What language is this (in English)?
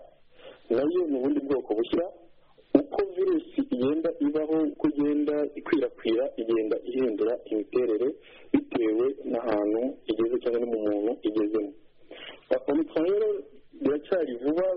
Kinyarwanda